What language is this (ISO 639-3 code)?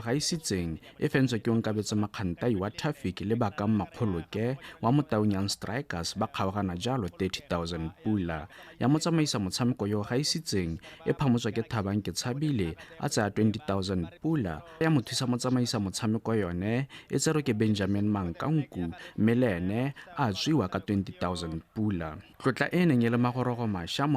tsn